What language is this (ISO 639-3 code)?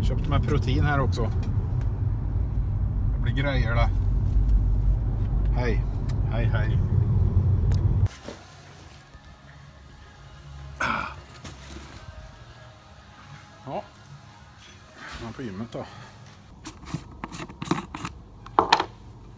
swe